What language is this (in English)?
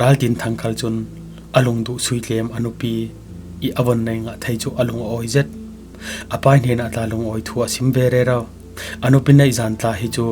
Falam Chin